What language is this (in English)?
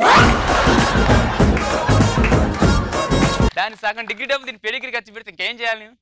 Telugu